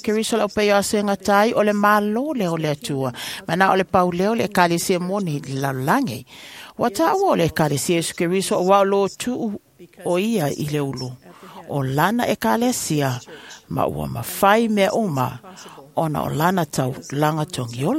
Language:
Samoan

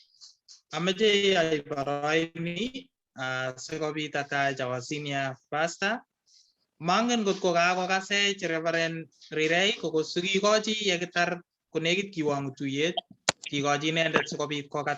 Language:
Kalenjin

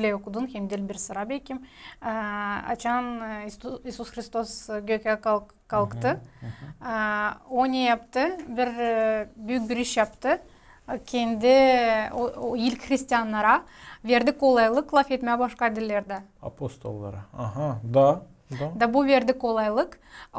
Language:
Gagauz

